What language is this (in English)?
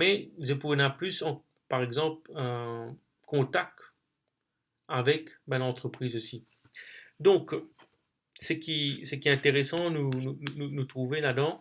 Morisyen